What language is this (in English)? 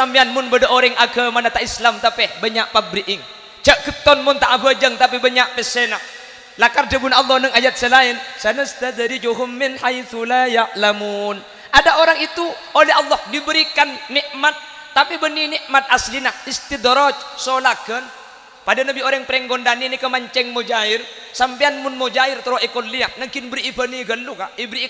Madurese